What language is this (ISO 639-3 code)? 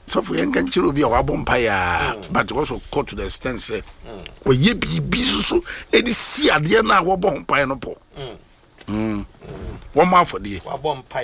aka